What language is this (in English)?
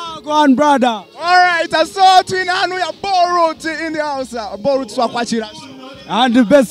Nyankole